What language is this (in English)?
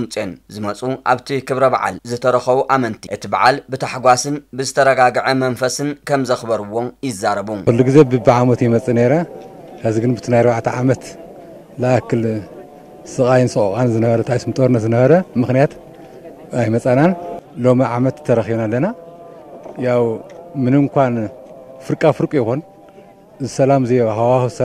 Tigrinya